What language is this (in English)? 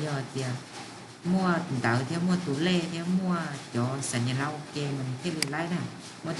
Hmong